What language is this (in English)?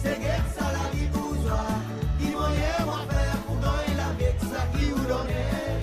Seselwa Creole French